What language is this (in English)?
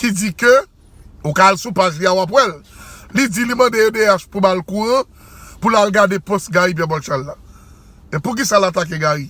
Haitian Creole